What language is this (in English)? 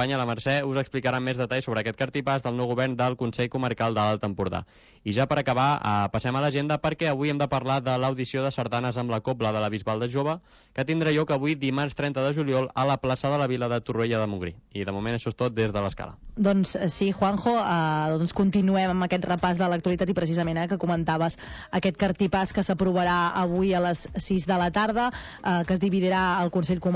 Catalan